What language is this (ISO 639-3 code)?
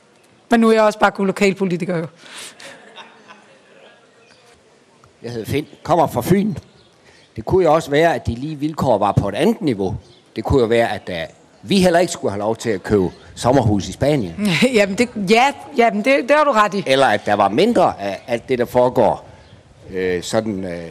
dan